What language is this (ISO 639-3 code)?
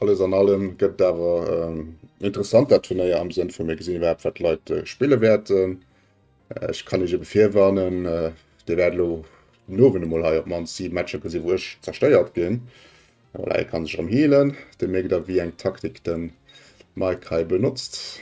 ltz